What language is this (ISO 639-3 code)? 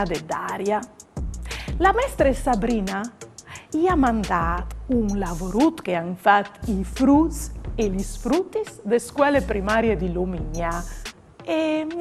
fur